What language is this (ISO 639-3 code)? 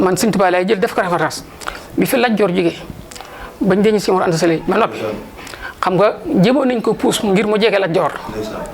wol